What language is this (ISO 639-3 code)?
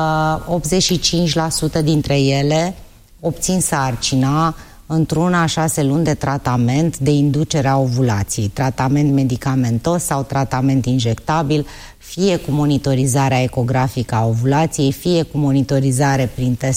ron